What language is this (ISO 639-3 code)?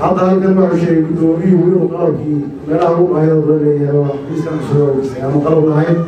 som